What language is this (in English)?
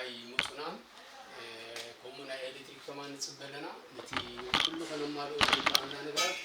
Tigrinya